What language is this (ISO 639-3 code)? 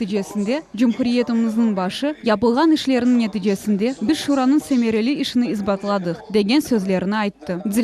crh